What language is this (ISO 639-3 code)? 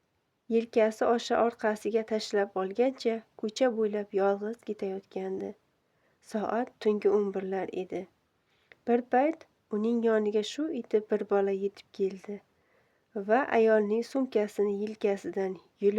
uzb